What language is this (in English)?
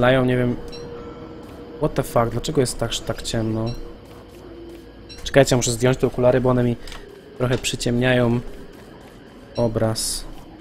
Polish